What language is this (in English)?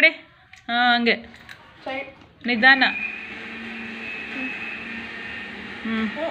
Kannada